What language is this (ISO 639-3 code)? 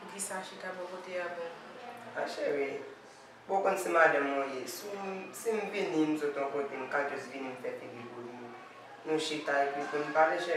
hat